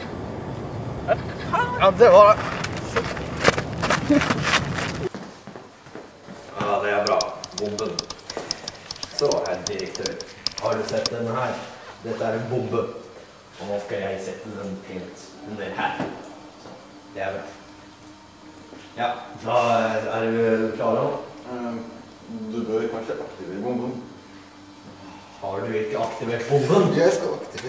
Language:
Norwegian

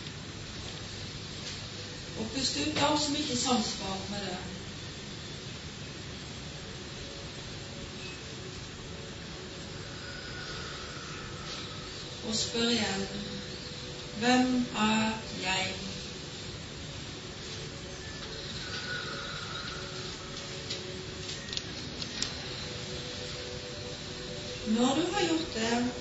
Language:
Norwegian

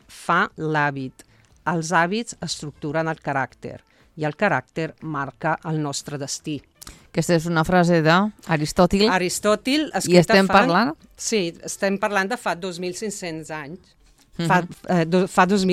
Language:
Catalan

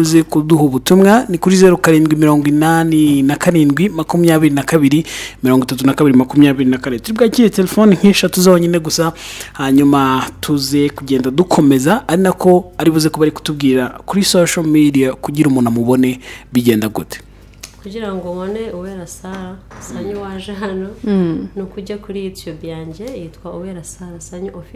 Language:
Kinyarwanda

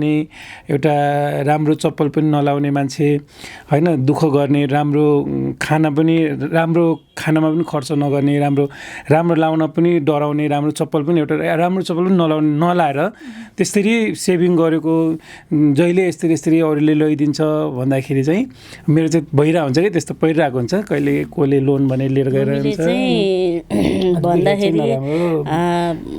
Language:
Nepali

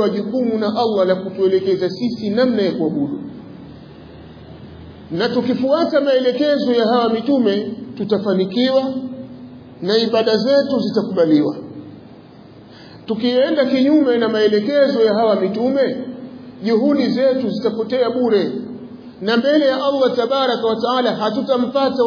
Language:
Swahili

